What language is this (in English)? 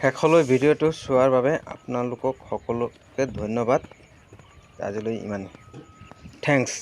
Assamese